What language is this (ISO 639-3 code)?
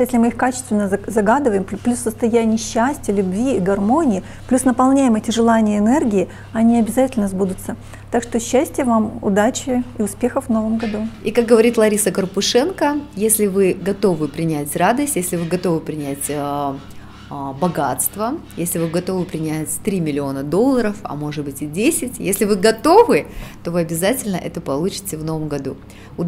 rus